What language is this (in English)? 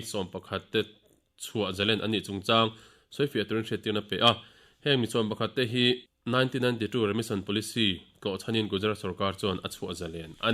Mizo